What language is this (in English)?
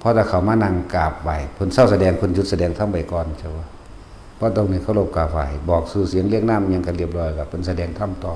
Northeastern Thai